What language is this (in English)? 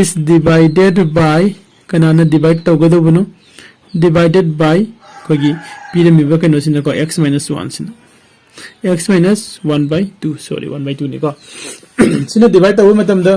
Manipuri